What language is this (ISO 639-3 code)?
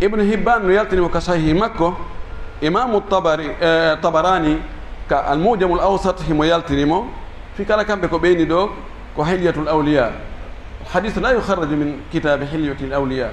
ful